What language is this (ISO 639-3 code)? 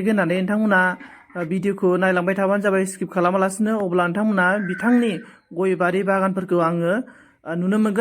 brx